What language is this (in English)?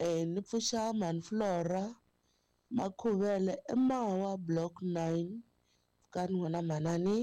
Tsonga